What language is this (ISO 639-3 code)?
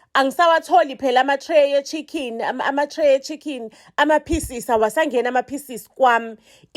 zul